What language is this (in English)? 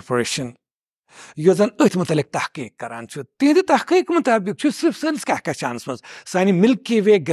Kashmiri